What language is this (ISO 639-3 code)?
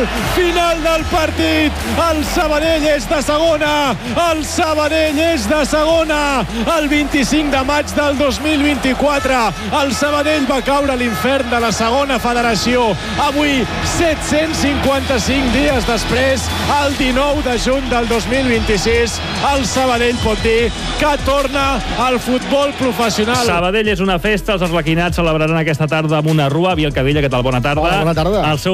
cat